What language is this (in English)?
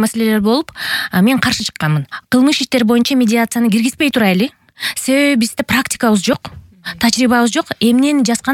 Kyrgyz